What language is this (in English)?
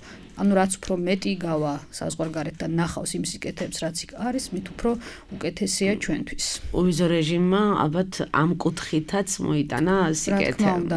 Georgian